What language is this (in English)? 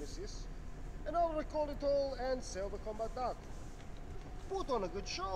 Croatian